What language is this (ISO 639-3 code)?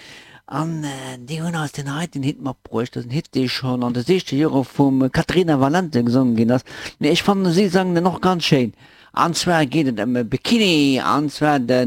ltz